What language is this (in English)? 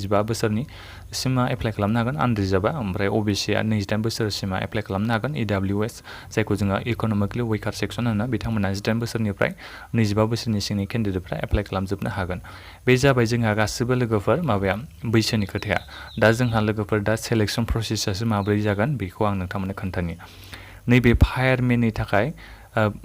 Bodo